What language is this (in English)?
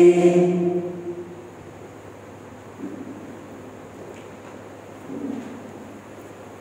Malayalam